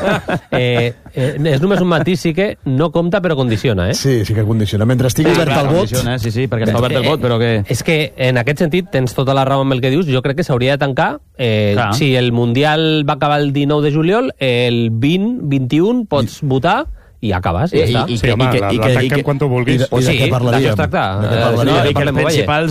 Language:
Catalan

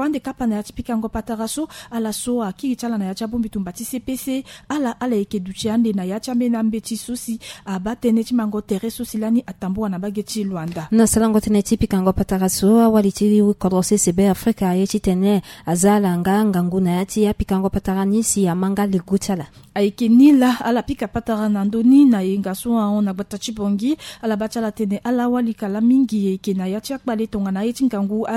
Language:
Sango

